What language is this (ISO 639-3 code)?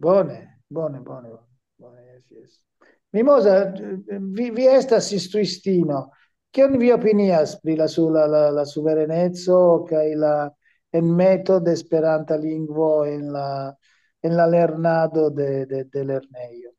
epo